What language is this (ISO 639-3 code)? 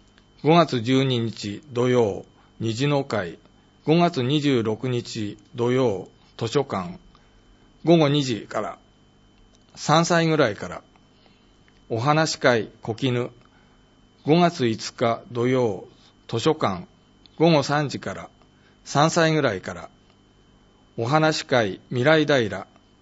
jpn